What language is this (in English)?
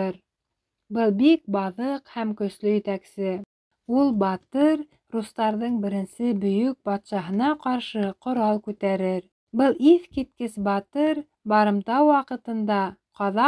Bashkir